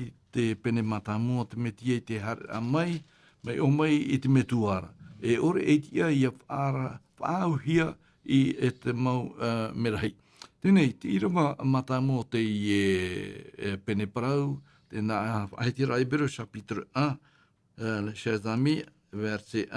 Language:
Tahitian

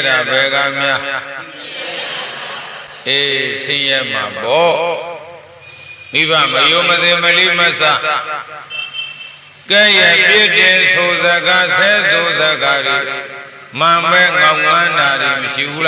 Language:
Burmese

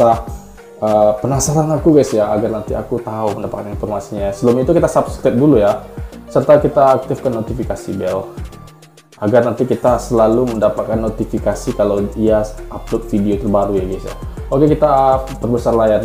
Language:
Indonesian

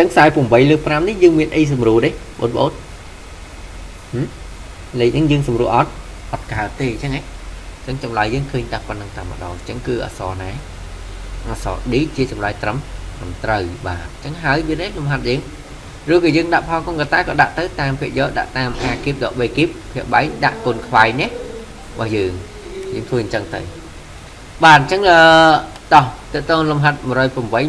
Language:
Khmer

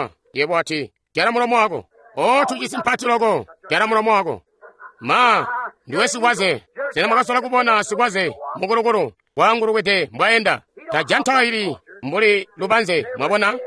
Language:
Tonga (Zambia)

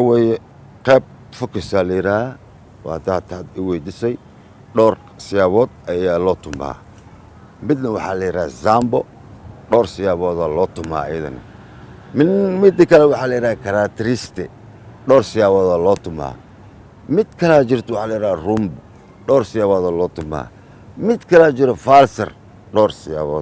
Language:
Somali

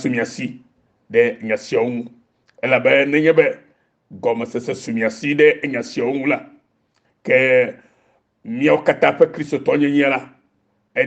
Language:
Ewe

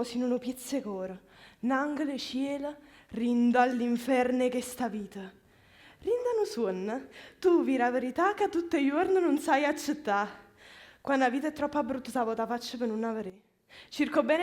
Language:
Neapolitan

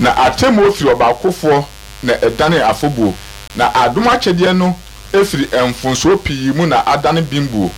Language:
Akan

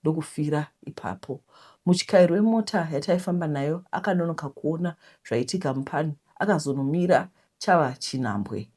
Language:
Shona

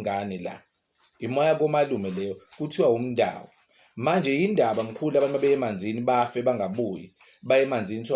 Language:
Zulu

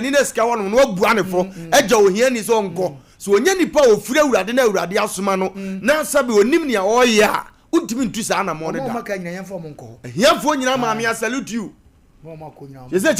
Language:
Akan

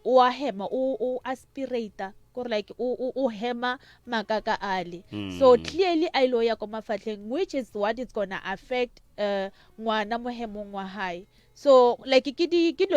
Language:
Northern Sotho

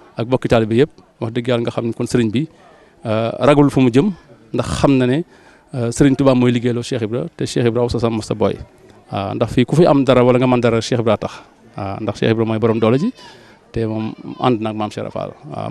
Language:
Wolof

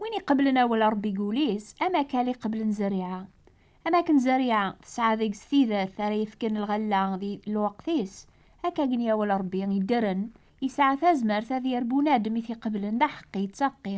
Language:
Kabyle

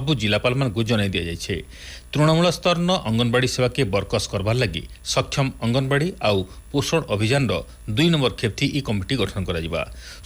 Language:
Odia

